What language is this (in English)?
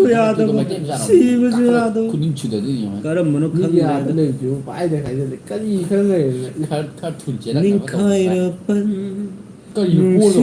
Manipuri